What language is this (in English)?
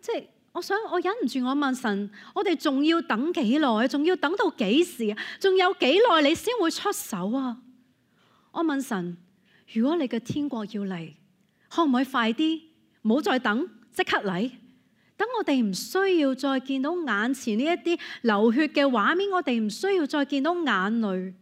Cantonese